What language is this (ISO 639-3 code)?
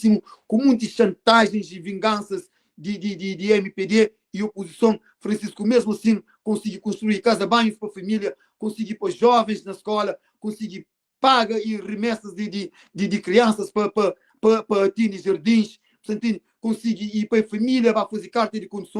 kea